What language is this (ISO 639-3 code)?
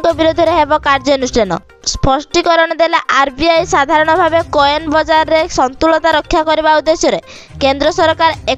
ori